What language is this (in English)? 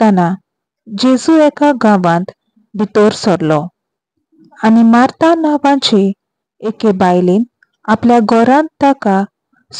Konkani